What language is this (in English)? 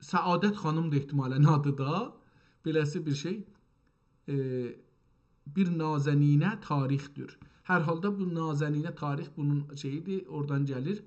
South Azerbaijani